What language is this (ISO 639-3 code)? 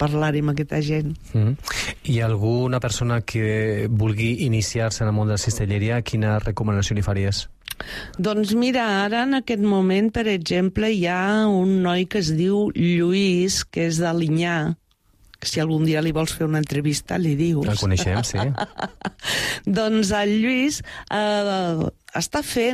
cat